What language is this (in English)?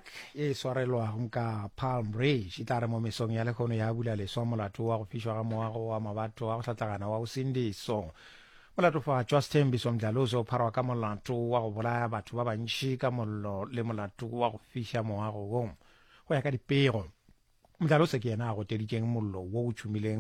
Northern Sotho